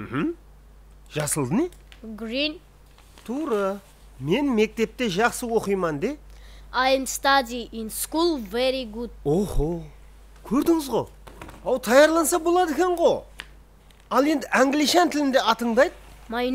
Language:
Kara-Kalpak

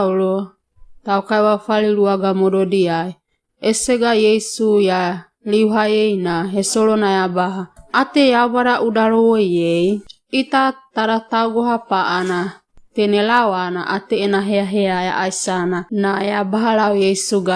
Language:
Wagawaga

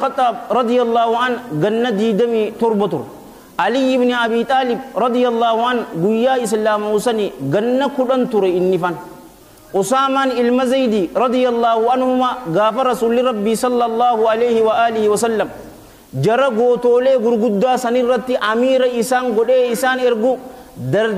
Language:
Oromo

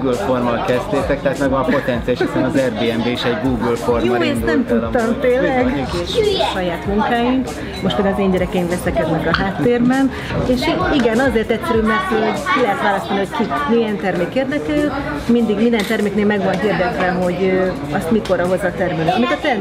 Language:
Hungarian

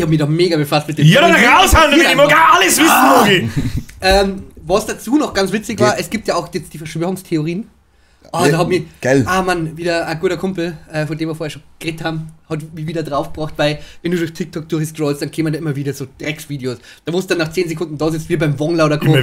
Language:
Bavarian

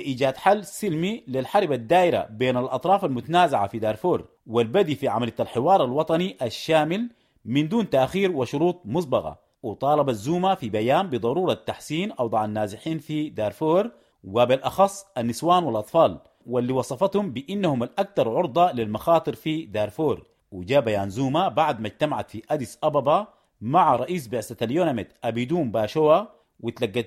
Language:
Sudanese Arabic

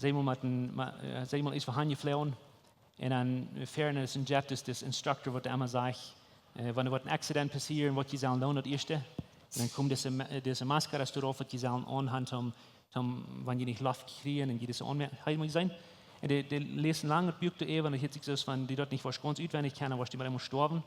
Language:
Plautdietsch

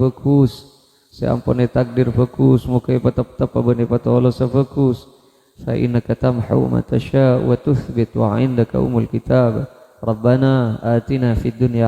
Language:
Madurese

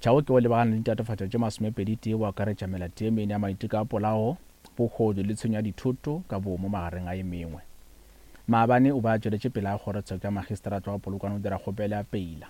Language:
Northern Sotho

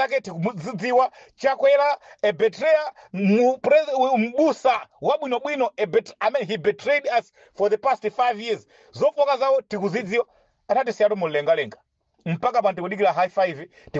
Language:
Nyanja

